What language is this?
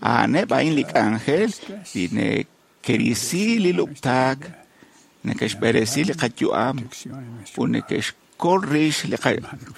Kekchí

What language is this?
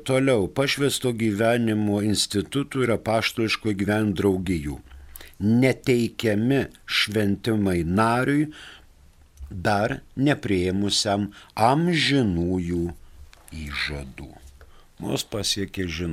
Lithuanian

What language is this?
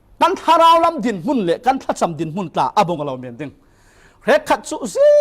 Falam Chin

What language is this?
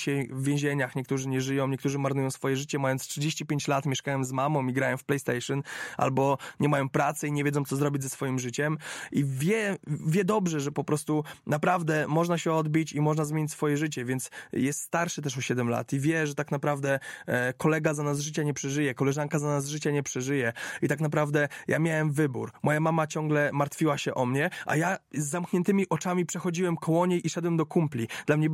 Polish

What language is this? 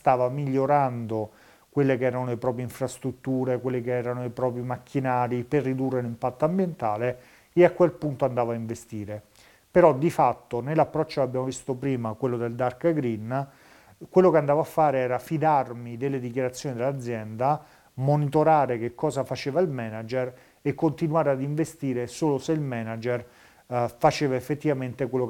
Italian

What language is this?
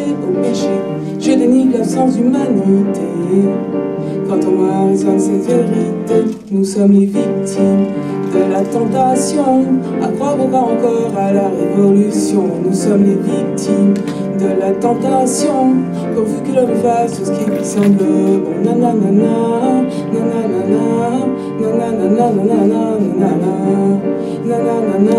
French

